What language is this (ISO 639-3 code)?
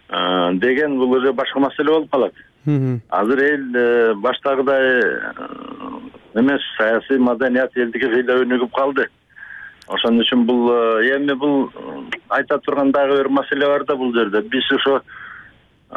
kir